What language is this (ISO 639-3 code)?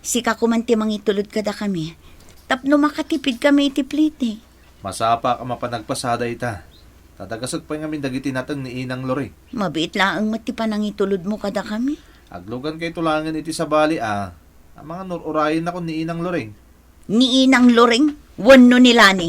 ilo